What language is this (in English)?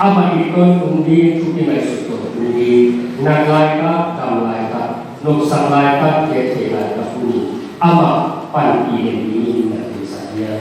Tedim Chin